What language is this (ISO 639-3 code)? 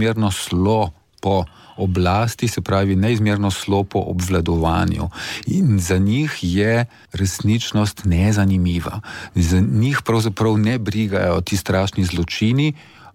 slv